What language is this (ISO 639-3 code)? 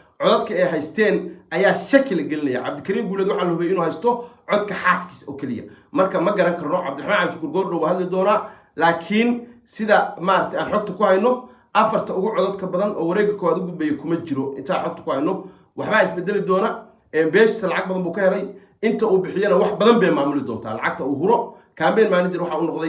som